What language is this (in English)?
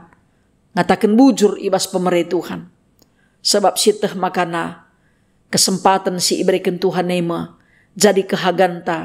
Batak Karo